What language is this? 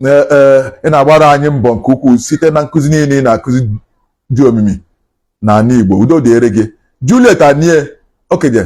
Igbo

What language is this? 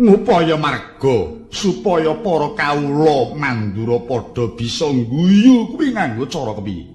Javanese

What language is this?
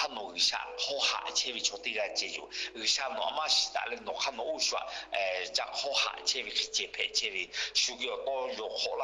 Lahu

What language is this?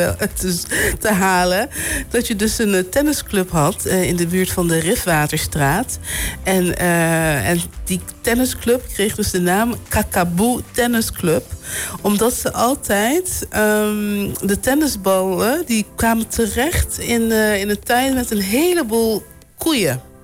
Dutch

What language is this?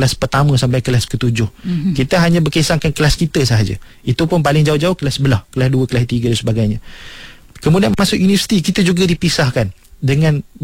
Malay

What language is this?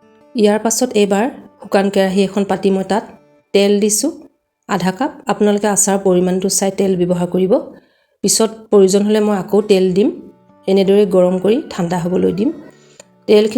Assamese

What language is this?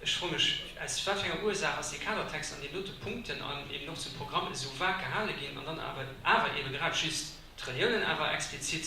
Luxembourgish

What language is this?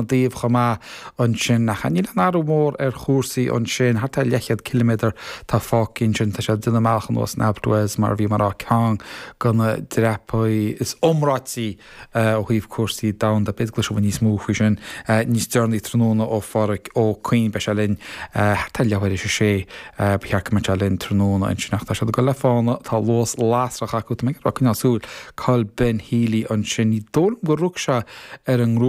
Irish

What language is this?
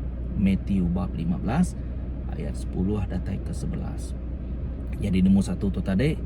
Iban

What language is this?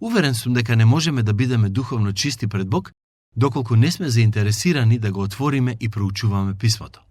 Macedonian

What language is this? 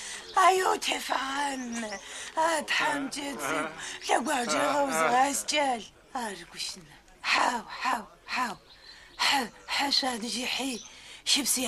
Adyghe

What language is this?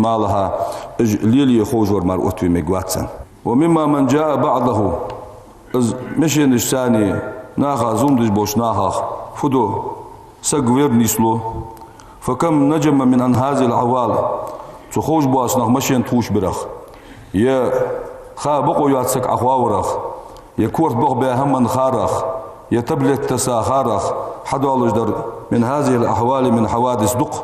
Ingush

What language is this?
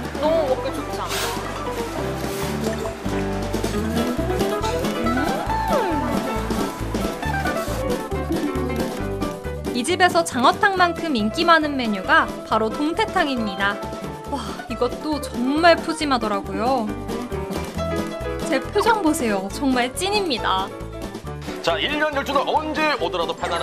Korean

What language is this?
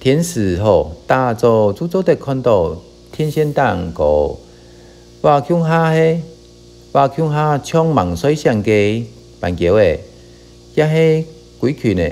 Hakka Chinese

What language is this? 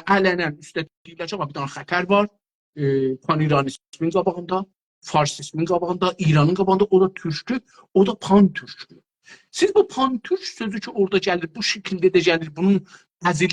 South Azerbaijani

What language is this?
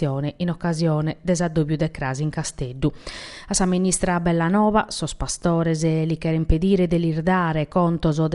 Sardinian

